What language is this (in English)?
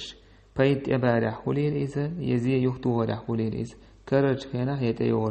Chechen